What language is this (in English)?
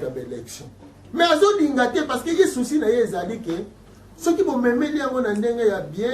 Lingala